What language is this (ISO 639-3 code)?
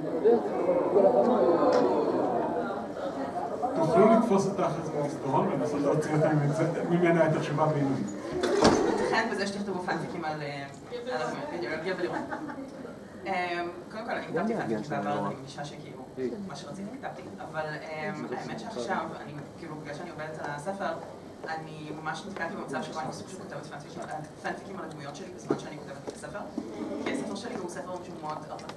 heb